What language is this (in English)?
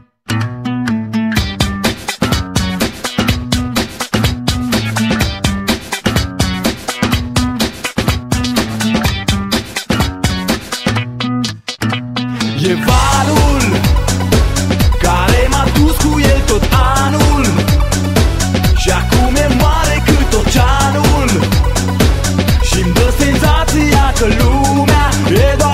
Romanian